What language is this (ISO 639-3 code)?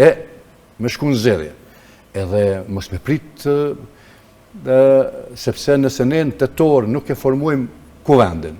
sqi